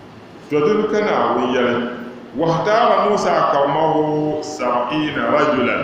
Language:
Dagbani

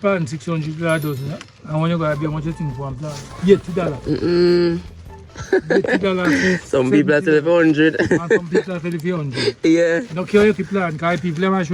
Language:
Jamaican Creole English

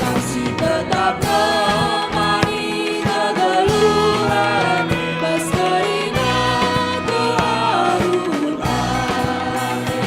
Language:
Batak Karo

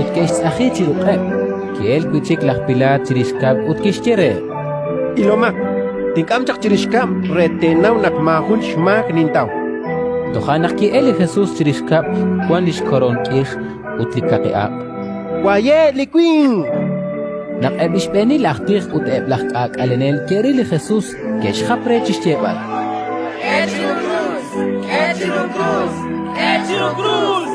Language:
Kekchí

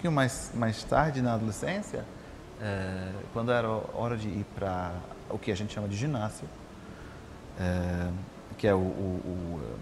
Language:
Portuguese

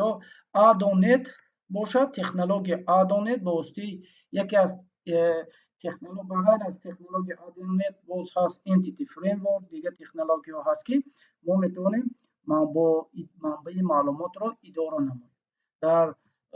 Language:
Tajik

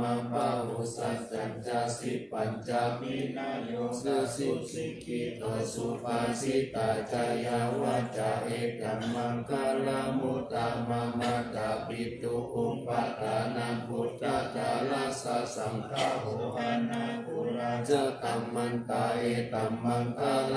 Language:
Pali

